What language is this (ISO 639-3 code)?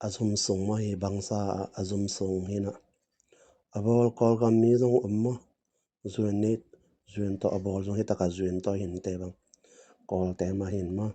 ctd